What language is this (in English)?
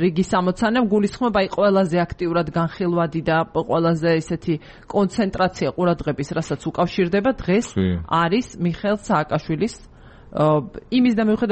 Georgian